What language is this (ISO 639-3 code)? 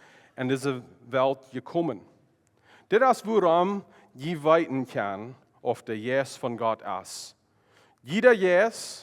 pdt